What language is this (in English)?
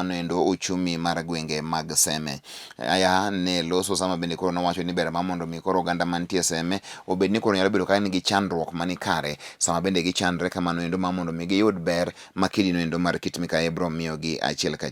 Luo (Kenya and Tanzania)